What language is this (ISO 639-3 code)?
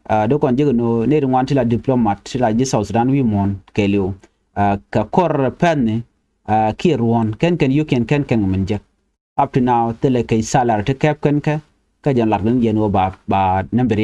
nus